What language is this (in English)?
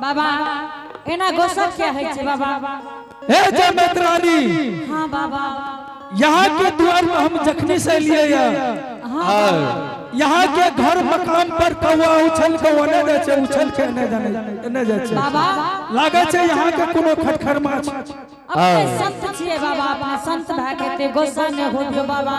Angika